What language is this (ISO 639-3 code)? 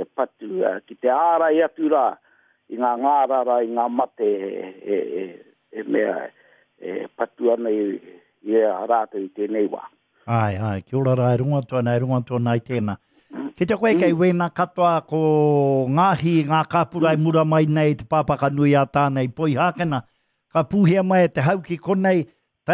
mri